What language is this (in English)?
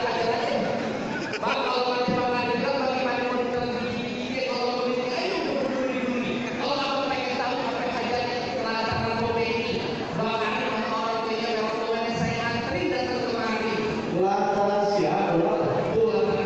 Betawi